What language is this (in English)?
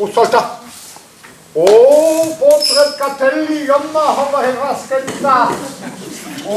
Breton